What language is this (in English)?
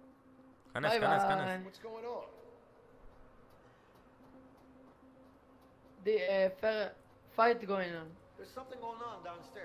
Hebrew